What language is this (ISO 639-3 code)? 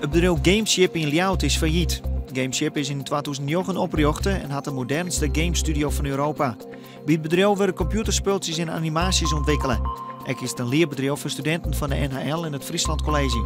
fry